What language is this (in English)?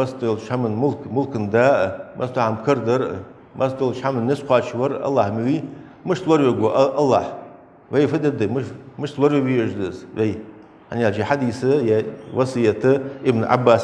Ingush